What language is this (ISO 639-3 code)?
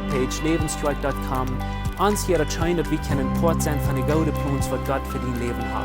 pdt